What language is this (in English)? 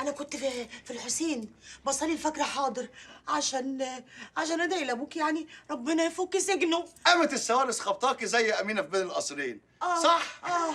Egyptian Arabic